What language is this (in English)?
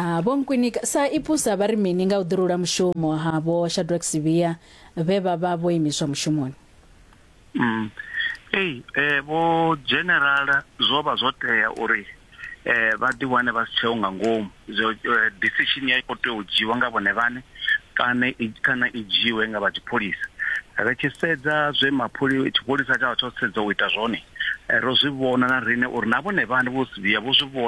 Venda